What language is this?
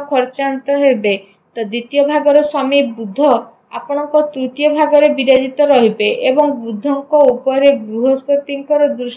Odia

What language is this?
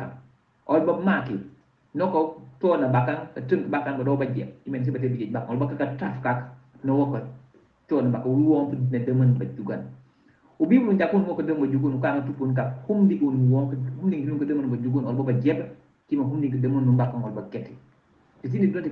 Mankanya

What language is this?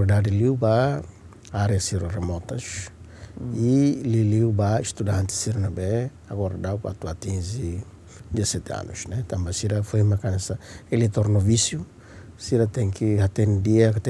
Tetum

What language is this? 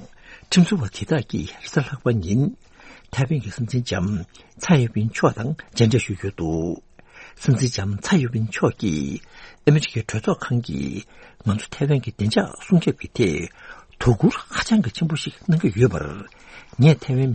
Tibetan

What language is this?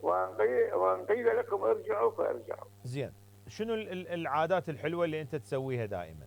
Mesopotamian Arabic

